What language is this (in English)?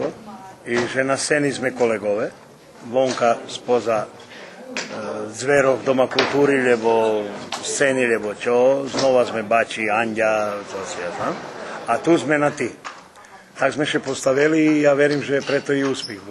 Rusyn